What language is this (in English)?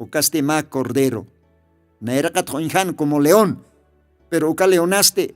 Aymara